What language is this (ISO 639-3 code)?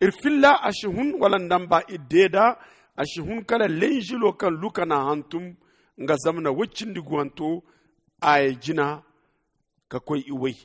dje